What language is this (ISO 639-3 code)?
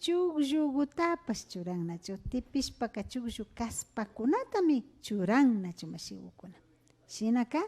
qvi